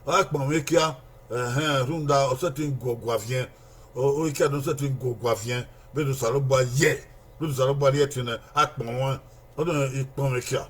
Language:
Bini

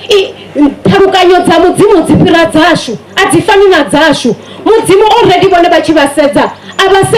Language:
Venda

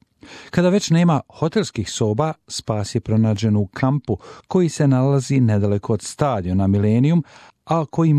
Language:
Bosnian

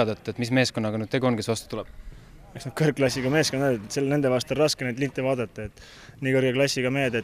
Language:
Estonian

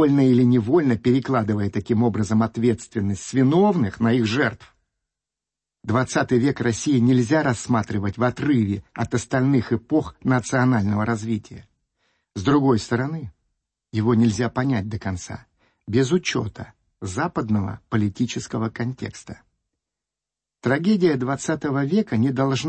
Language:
Russian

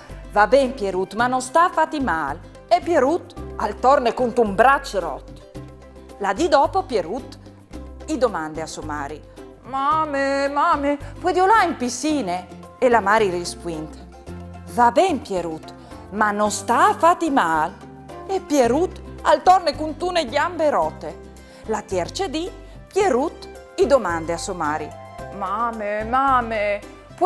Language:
Friulian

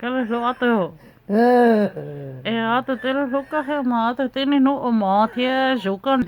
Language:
Hmong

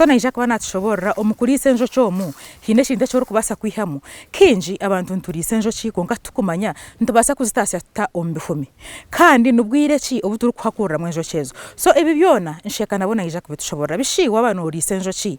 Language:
Nyankole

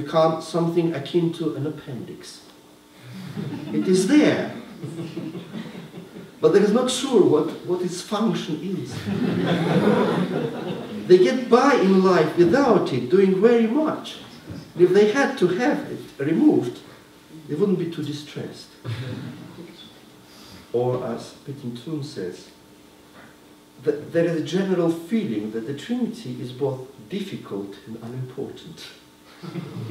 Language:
English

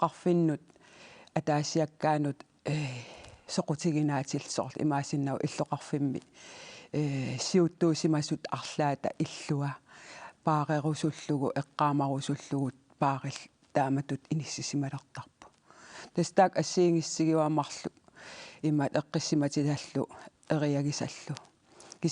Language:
Kalaallisut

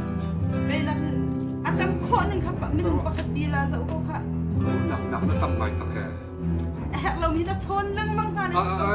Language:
Hakha Chin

